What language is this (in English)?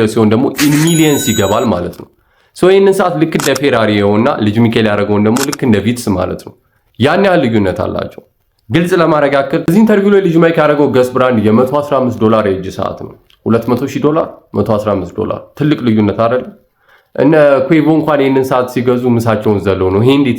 Amharic